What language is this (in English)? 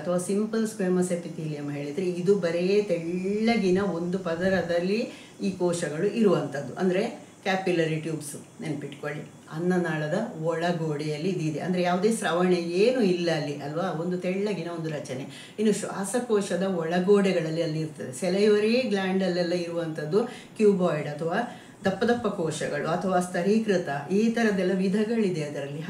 Kannada